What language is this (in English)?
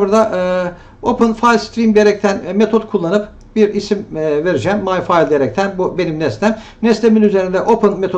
Turkish